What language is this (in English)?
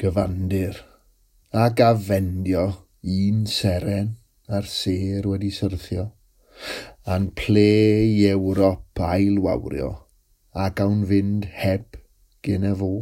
Welsh